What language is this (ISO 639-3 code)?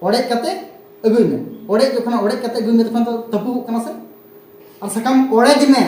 sat